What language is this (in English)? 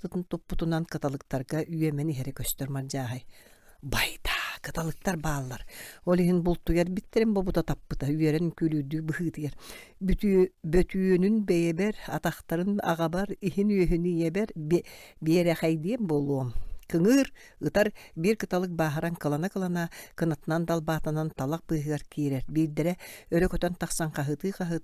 Yakut